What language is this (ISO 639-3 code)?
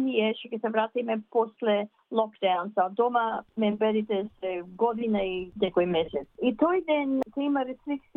mkd